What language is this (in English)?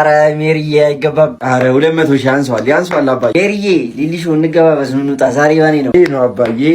Amharic